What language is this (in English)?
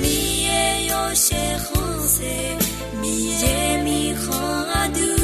Akha